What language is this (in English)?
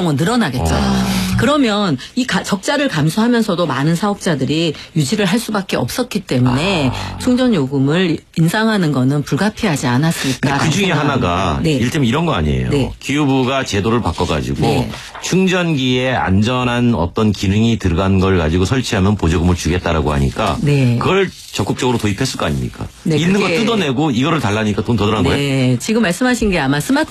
Korean